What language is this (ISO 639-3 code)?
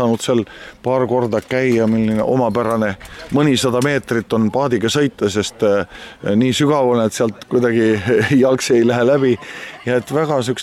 est